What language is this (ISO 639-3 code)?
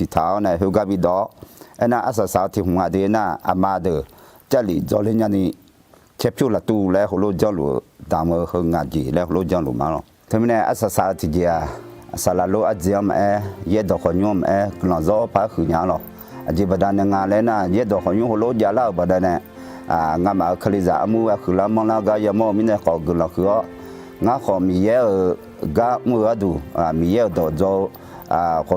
ahk